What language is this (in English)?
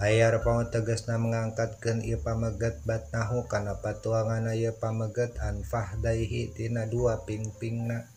Sundanese